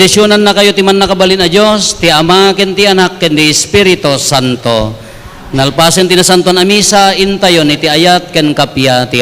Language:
Iloko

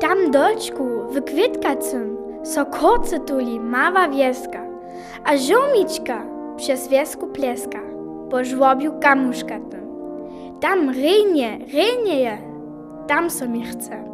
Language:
Upper Sorbian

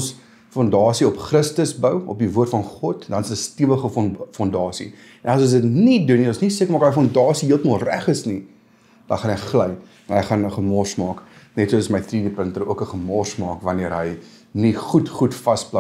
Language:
Afrikaans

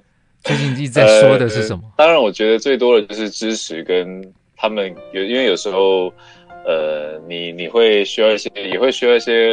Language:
Chinese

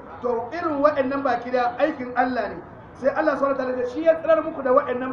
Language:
Hausa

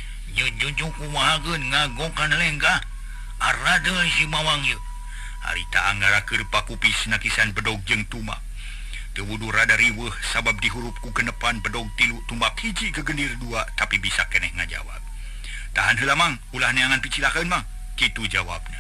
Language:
Sundanese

